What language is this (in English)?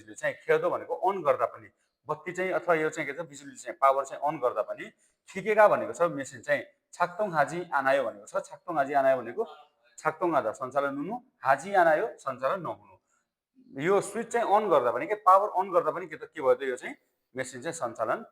Nepali